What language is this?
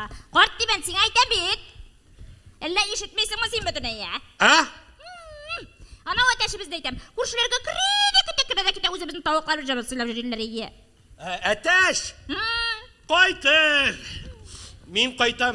Tatar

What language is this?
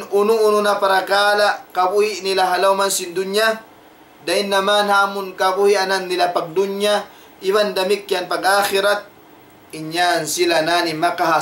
Tausug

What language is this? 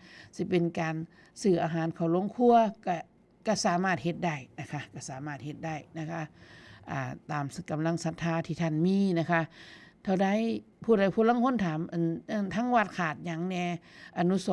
Northeastern Thai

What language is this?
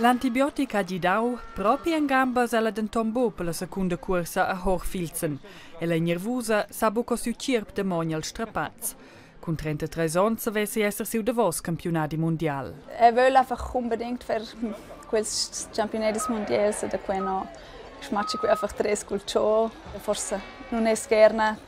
Romansh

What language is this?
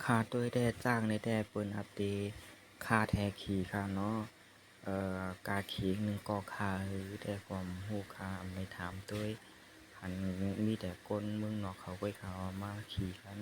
Shan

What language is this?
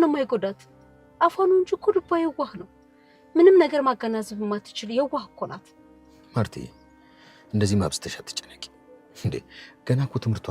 Amharic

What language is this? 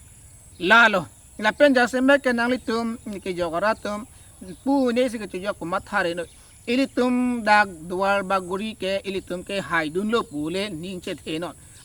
Karbi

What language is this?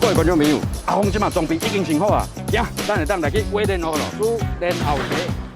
Min Nan Chinese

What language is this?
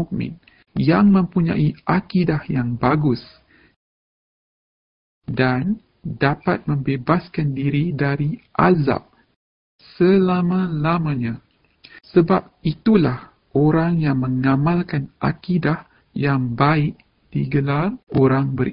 Malay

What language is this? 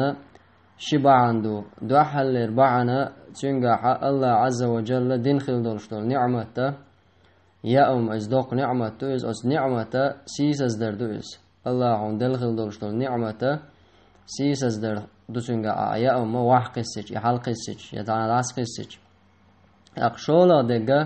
Chechen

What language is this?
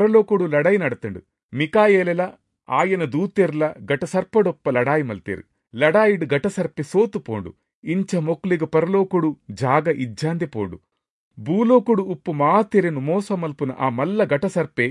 Tulu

